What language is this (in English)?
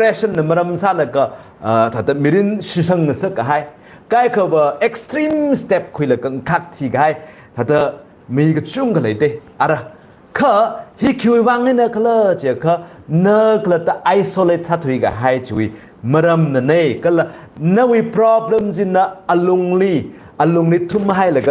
Tangkhul Naga (India)